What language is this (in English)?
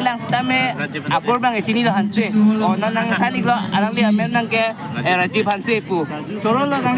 Karbi